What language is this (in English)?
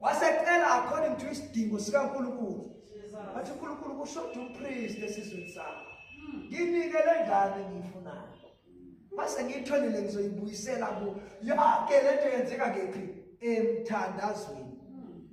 Zulu